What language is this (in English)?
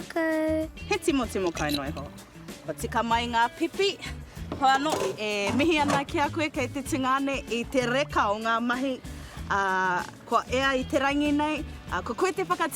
Māori